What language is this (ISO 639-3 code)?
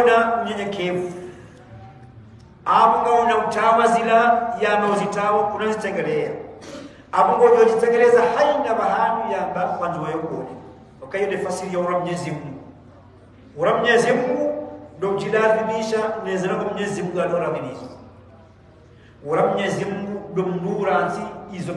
swa